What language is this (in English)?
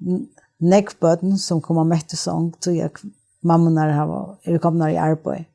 Faroese